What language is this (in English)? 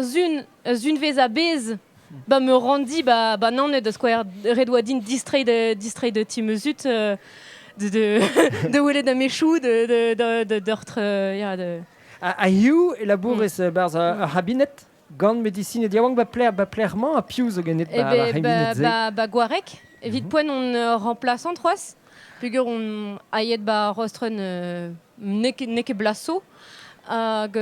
Breton